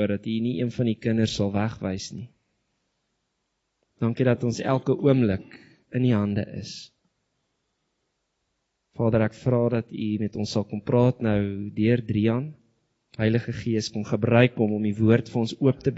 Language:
Afrikaans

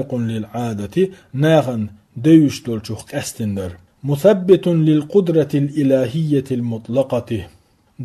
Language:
Chechen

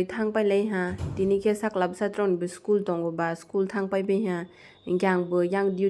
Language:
Kok Borok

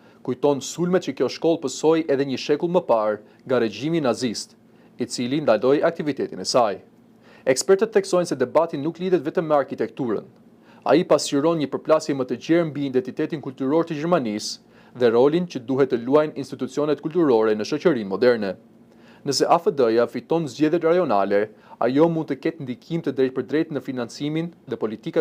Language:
Albanian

